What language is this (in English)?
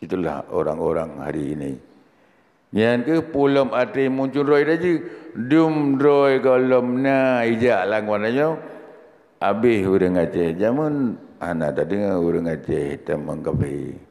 Achinese